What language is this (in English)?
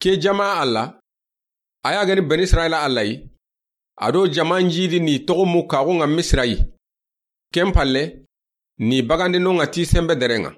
Soninke